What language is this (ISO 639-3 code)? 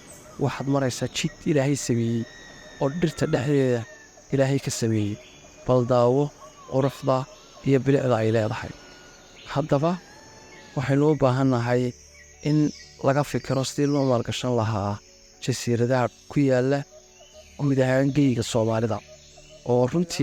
som